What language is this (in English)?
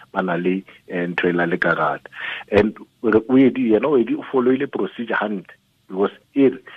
Southern Sotho